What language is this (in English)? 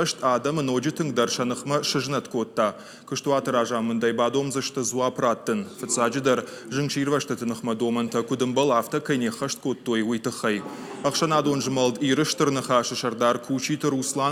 Ossetic